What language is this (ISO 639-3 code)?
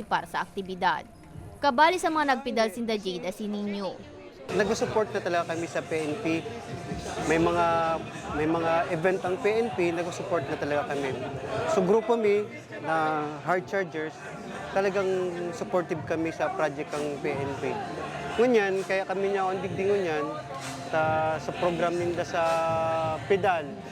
bik